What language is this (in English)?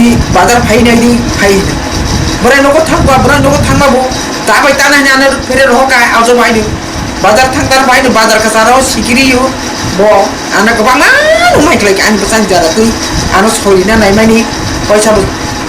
Kok Borok